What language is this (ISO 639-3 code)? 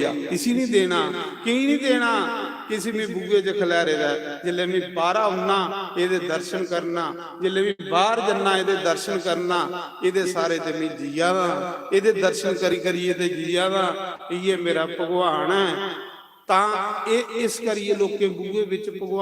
doi